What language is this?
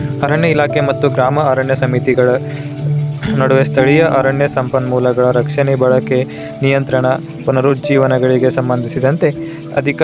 Kannada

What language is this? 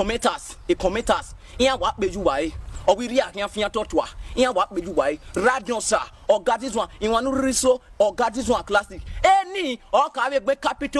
Nigerian Pidgin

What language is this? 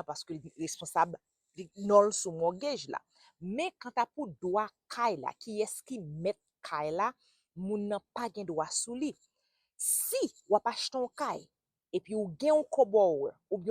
Haitian Creole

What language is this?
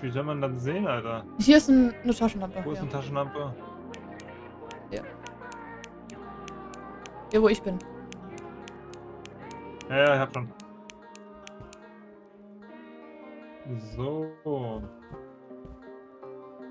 German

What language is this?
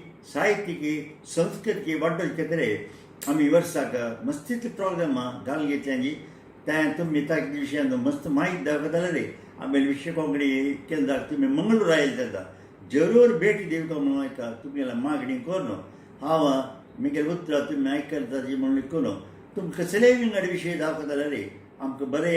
Konkani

